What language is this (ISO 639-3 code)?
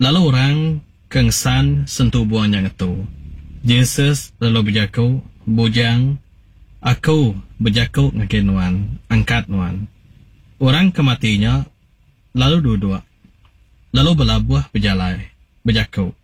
iba